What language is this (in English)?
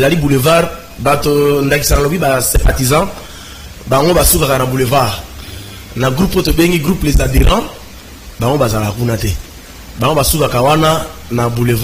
Lingala